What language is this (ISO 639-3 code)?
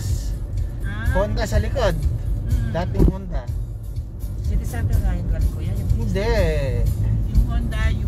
fil